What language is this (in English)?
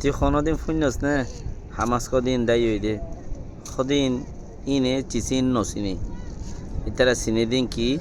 Rohingya